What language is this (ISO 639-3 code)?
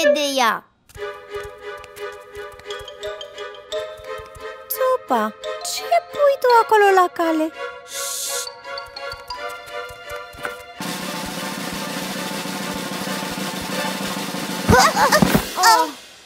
ron